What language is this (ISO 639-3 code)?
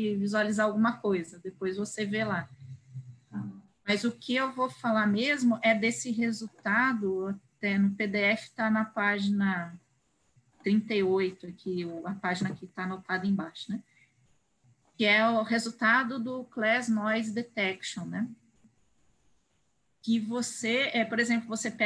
por